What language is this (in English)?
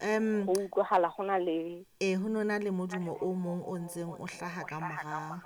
Southern Sotho